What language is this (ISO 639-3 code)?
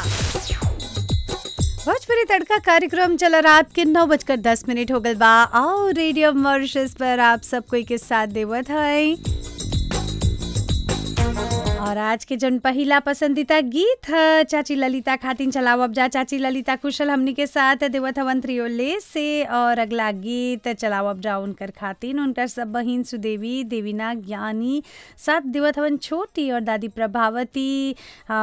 bho